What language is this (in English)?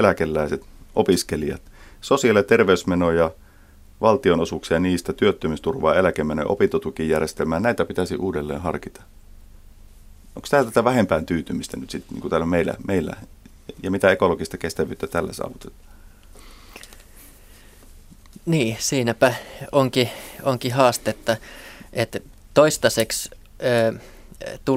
Finnish